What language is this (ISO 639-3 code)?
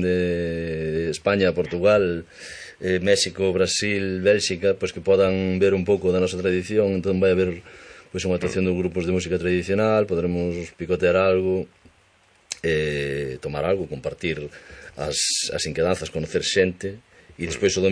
glg